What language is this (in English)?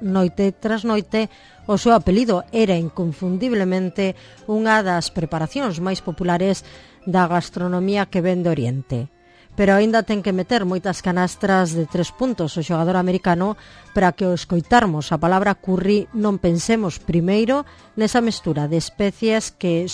Galician